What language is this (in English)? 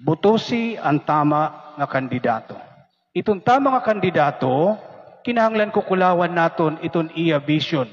Waray